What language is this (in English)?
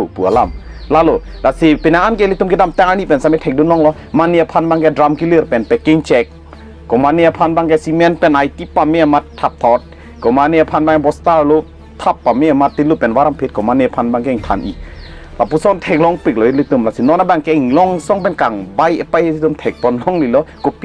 Karbi